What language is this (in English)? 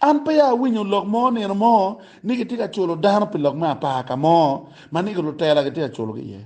Acoli